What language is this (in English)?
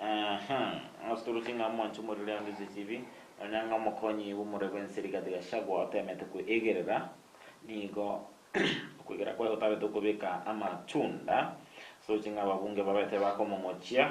Gusii